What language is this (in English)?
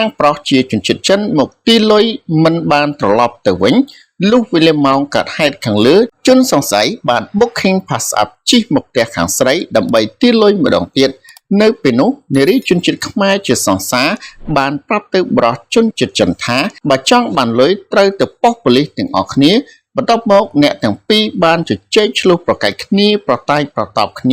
Khmer